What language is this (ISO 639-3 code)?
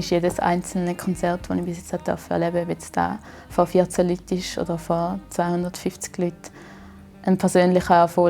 gsw